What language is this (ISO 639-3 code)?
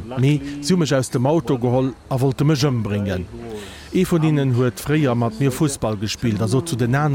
ltz